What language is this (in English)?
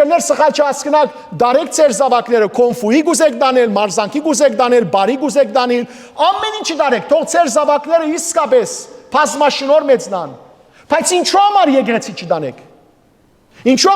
Western Armenian